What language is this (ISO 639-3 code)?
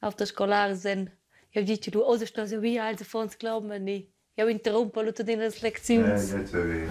roh